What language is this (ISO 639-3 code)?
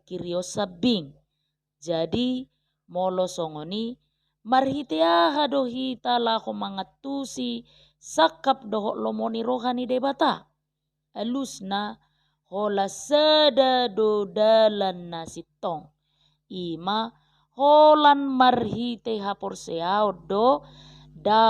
bbc